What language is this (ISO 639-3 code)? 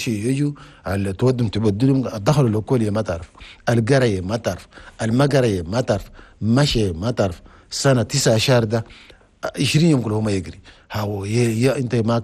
shu